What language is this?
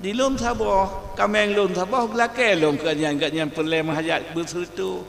Achinese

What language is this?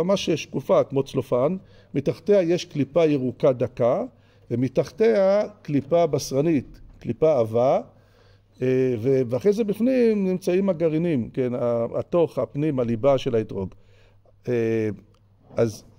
Hebrew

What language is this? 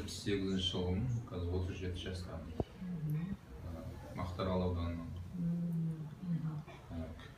Kazakh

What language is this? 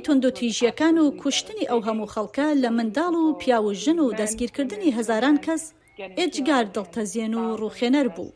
Central Kurdish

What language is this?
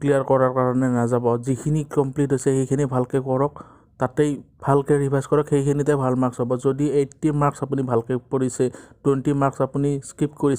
Assamese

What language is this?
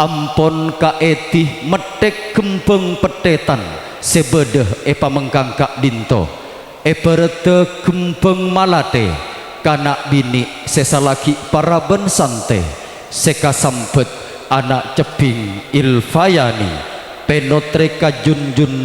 Madurese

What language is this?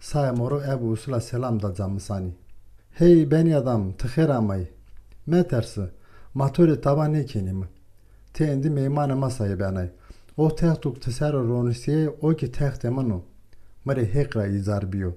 Zaza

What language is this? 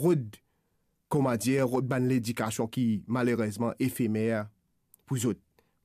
Morisyen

